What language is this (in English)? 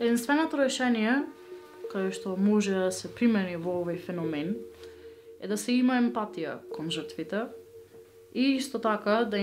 Macedonian